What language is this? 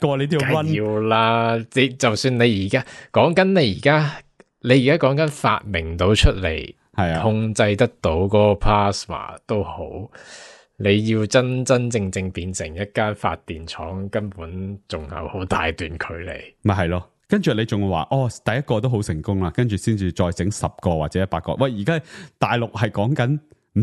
Cantonese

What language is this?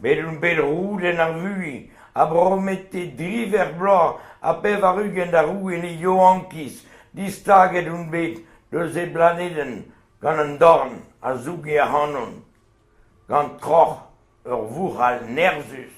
Breton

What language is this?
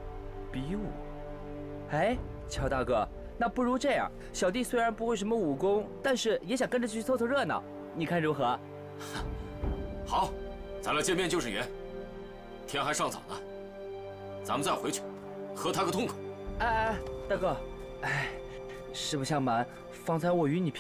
Chinese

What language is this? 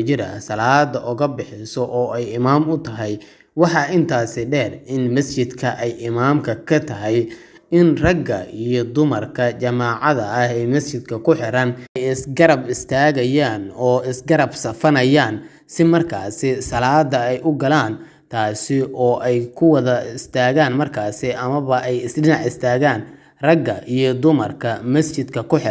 Somali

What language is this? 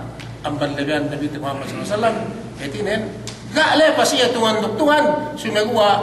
Yakan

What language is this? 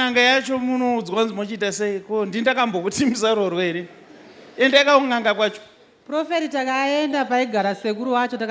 Shona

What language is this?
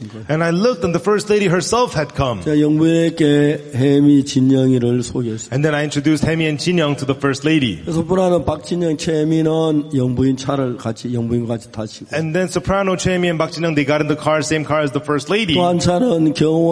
Korean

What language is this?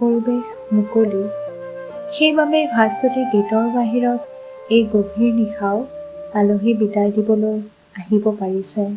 Assamese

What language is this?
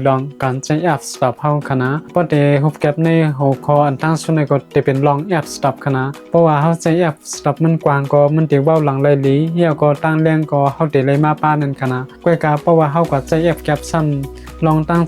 Shan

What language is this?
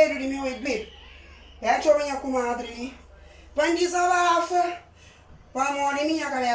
Kabuverdianu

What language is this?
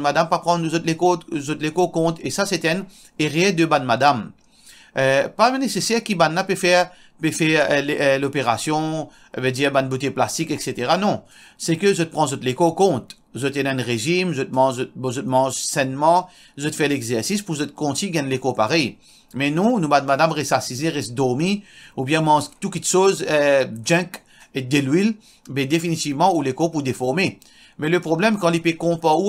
Morisyen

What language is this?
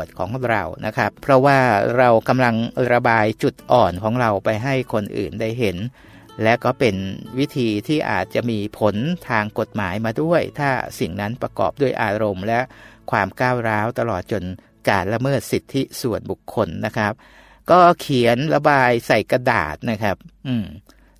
Thai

